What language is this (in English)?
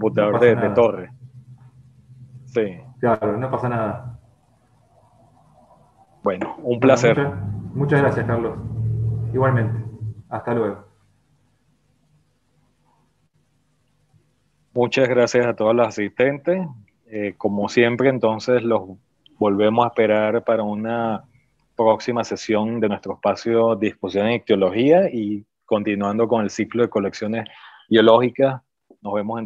Spanish